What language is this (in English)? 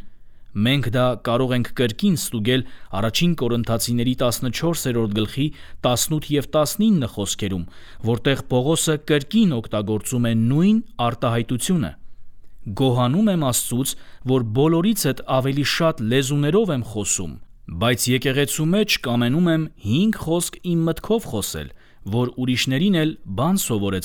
Armenian